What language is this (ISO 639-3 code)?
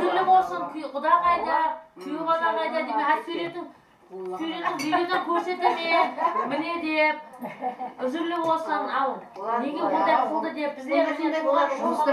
kaa